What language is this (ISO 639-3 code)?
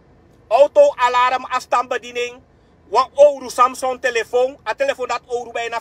srn